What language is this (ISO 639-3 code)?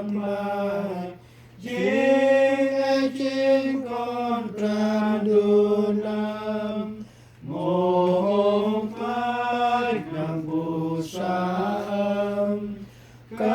cmo